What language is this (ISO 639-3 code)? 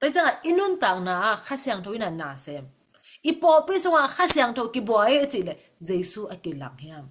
ctd